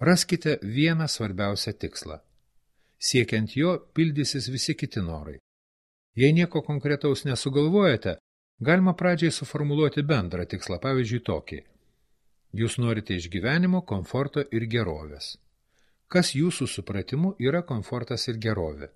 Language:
Lithuanian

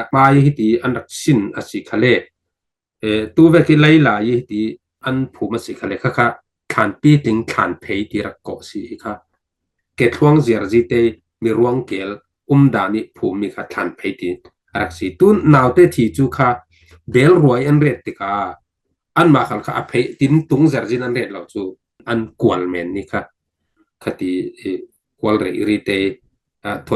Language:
Falam Chin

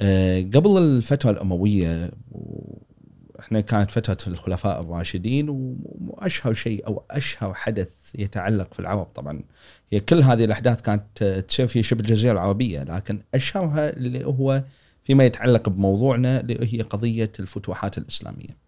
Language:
Gulf Arabic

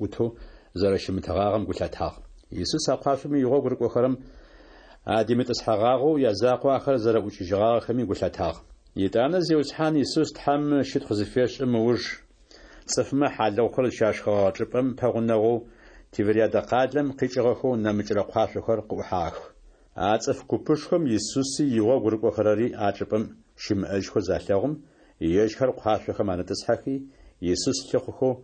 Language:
Adyghe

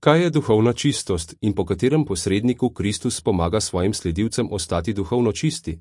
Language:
Slovenian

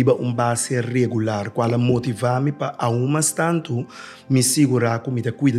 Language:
Papiamento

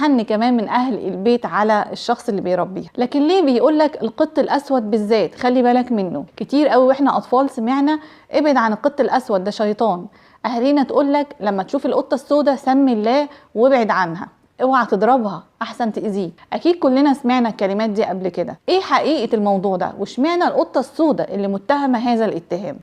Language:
Egyptian Arabic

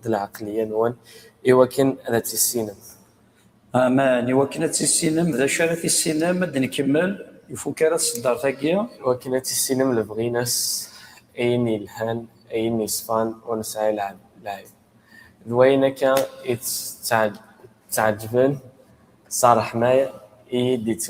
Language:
Kabyle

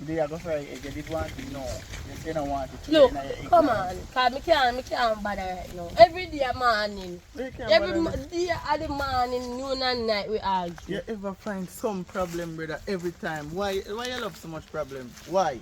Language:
Jamaican Creole English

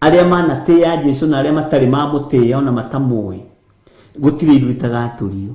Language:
Kikuyu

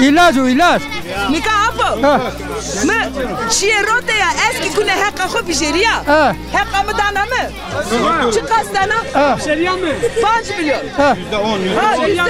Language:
Zaza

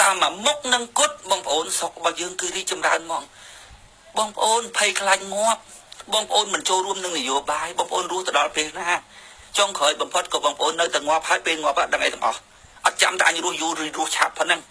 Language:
Khmer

